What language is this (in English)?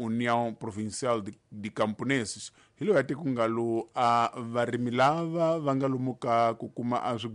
Tsonga